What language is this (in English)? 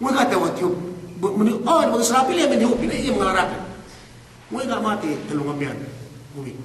Yakan